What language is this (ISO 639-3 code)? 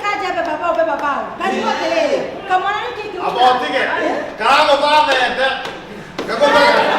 kik